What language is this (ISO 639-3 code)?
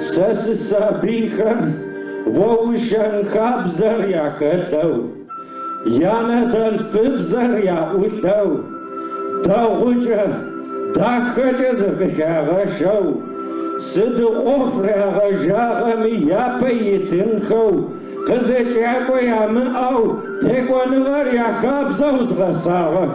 ady